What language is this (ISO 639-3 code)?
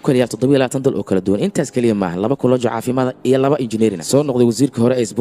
som